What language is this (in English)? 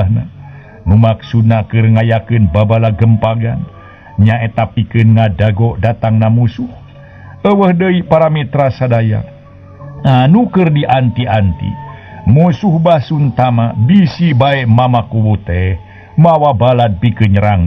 Sundanese